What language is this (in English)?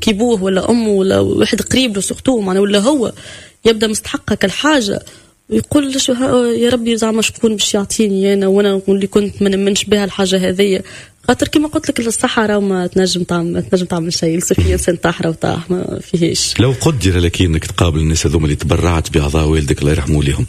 Tunisian Arabic